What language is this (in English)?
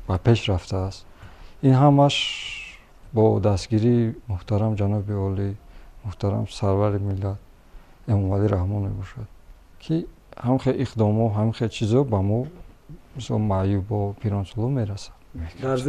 Tajik